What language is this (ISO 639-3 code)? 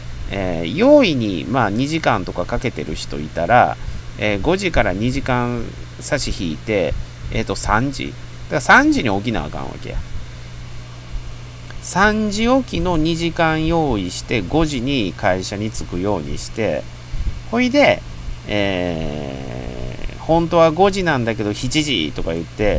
jpn